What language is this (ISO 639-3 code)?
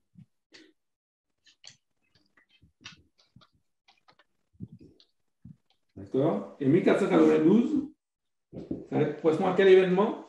fra